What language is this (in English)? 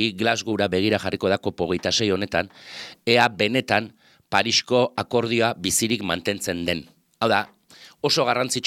Basque